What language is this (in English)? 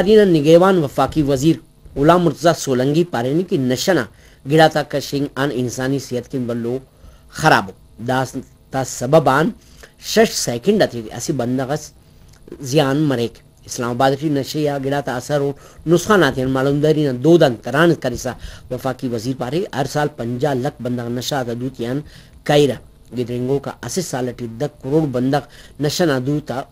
Brahui